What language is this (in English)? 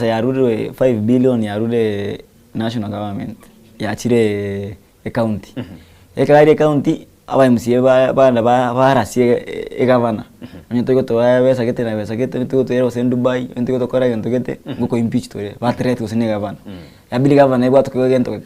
Gusii